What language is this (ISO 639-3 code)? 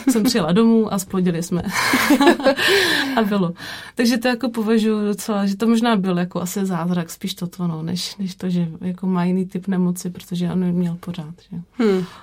ces